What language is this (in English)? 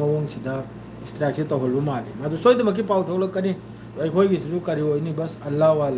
Manipuri